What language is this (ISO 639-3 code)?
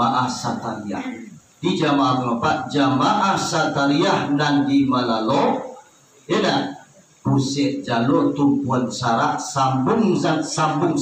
min